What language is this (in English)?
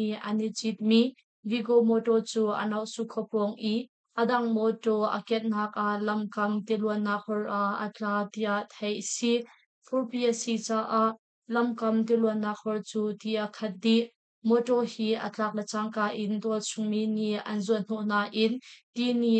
Hakha Chin